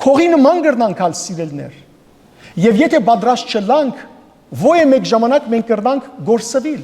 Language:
Western Armenian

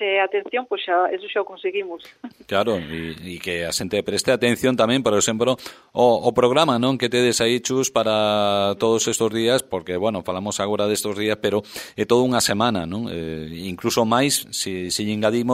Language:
Galician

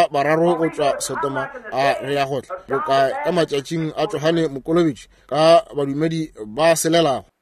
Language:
Northern Sotho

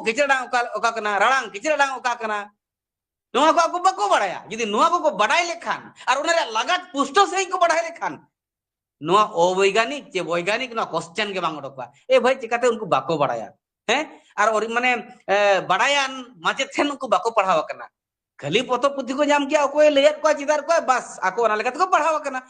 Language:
Santali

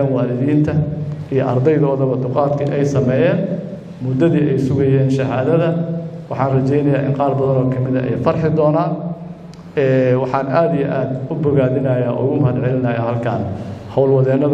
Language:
Somali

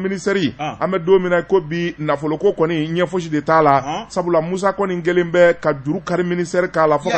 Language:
Bambara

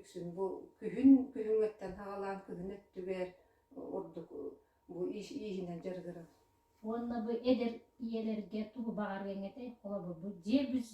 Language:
Yakut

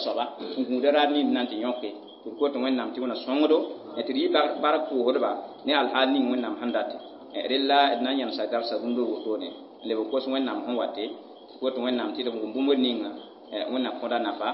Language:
Mossi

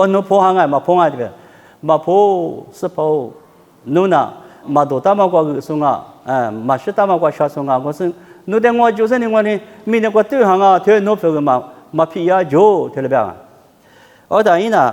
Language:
Lisu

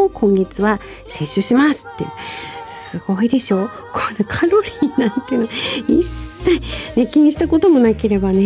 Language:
Japanese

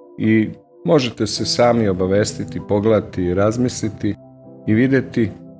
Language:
Serbian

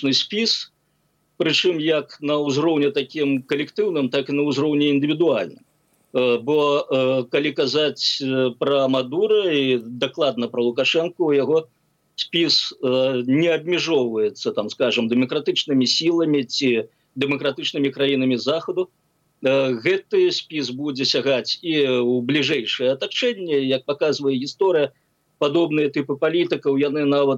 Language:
Belarusian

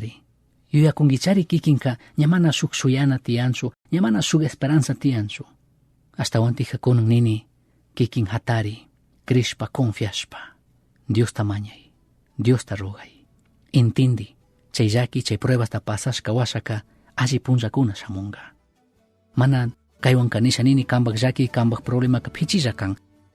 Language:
Chimborazo Highland Quichua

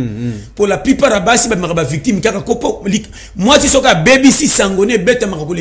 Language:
Lingala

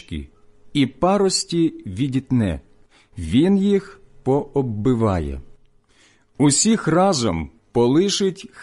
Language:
Ukrainian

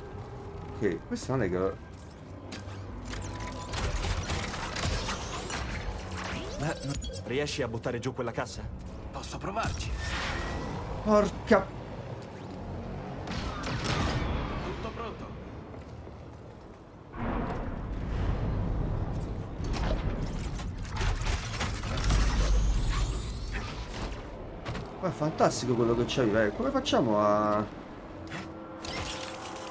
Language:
Italian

